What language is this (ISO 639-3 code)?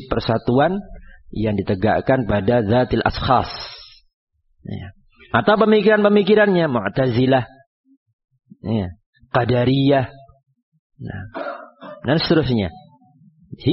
ind